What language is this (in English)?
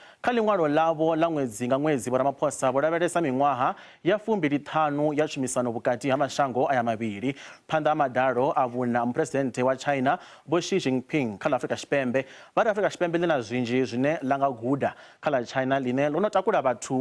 Venda